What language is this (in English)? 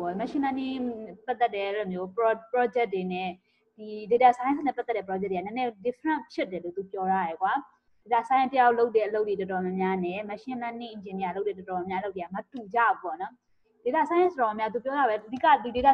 Burmese